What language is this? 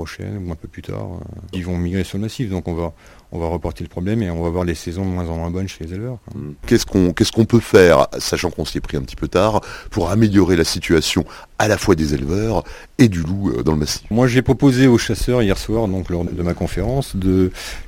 French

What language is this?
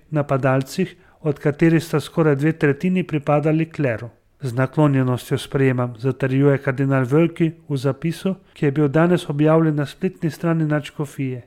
Slovenian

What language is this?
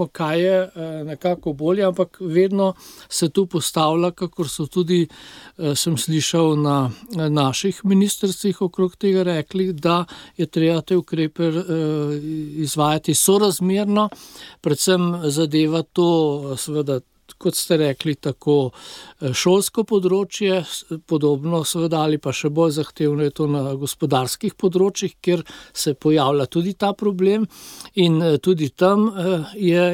Slovenian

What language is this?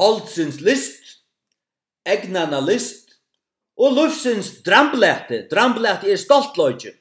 Faroese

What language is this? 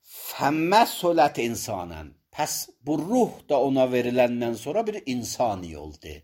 Azerbaijani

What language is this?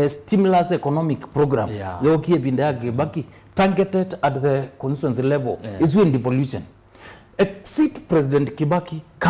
Kamba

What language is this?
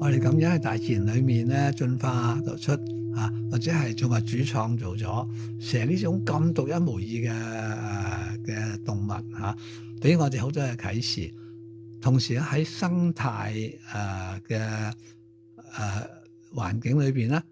Cantonese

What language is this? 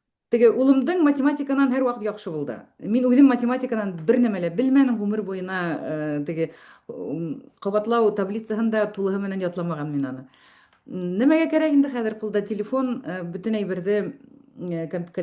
Bashkir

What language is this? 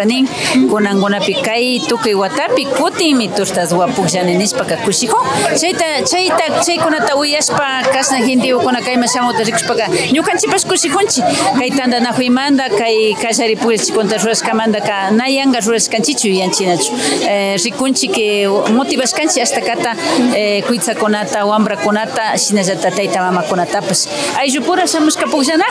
Imbabura Highland Quichua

